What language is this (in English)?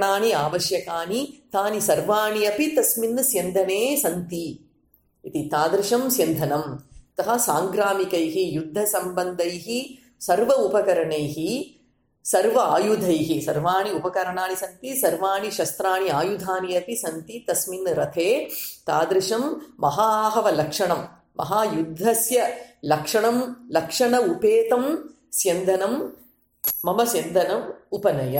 Sanskrit